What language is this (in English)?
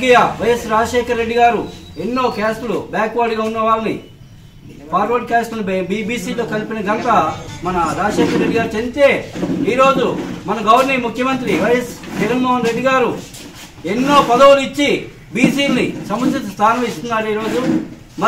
Telugu